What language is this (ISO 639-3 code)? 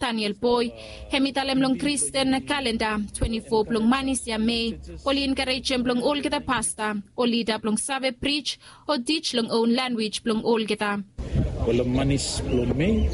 bis